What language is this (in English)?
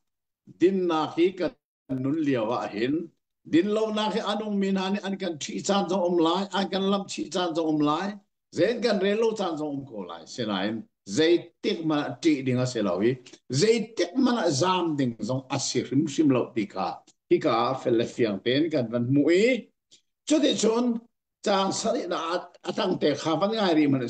Hakha Chin